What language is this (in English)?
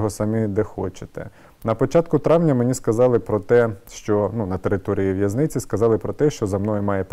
Ukrainian